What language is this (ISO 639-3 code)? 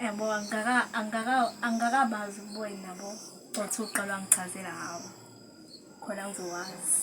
zul